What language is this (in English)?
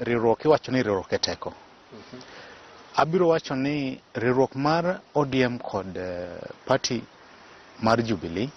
Luo (Kenya and Tanzania)